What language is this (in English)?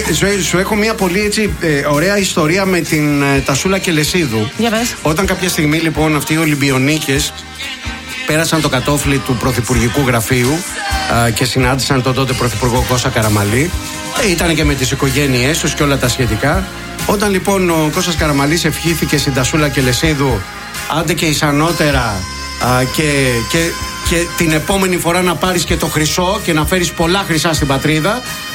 Greek